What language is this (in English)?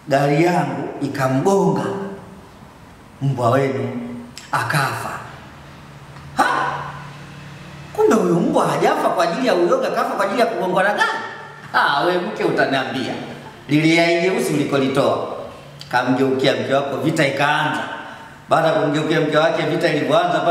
Swahili